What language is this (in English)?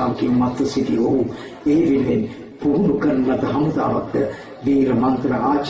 Sinhala